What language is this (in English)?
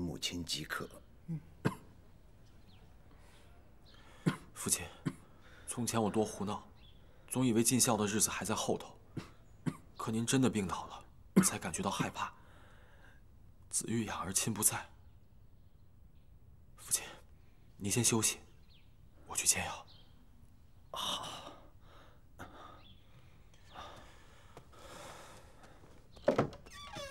Chinese